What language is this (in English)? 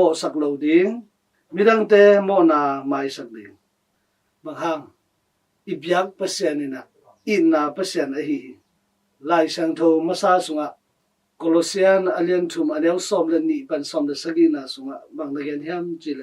Tedim Chin